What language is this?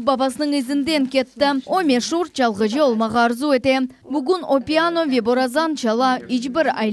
Crimean Tatar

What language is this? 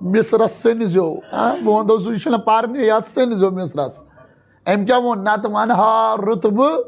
Kashmiri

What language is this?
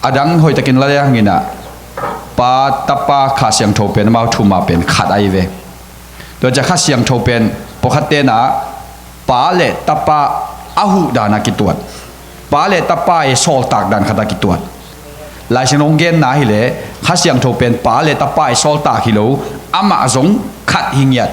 Tedim Chin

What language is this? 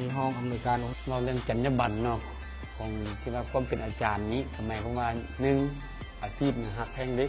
Lao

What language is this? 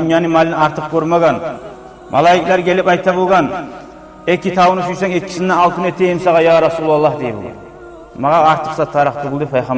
Kumyk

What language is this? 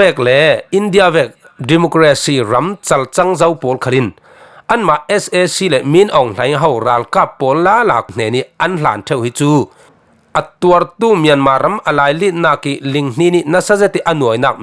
Falam Chin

